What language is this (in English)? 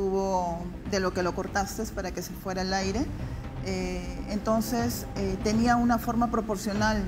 Spanish